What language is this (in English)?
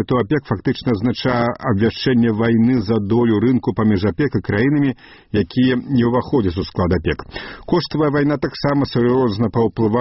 Belarusian